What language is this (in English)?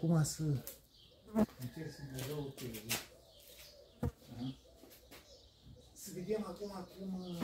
Romanian